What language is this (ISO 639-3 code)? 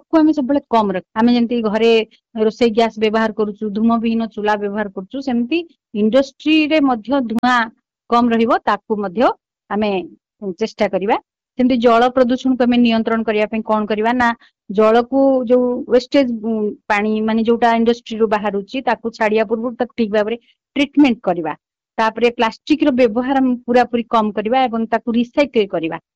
ori